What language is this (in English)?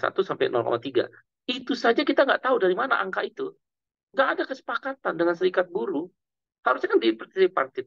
Indonesian